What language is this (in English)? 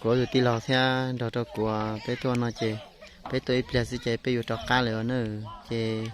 Hmong